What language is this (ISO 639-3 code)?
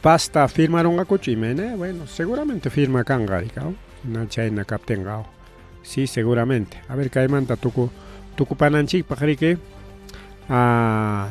quy